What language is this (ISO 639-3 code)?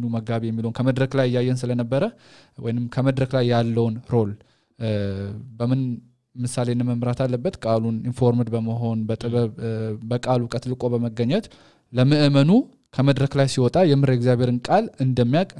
amh